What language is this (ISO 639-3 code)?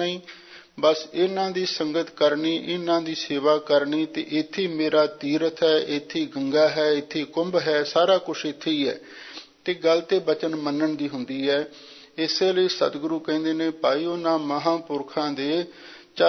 pan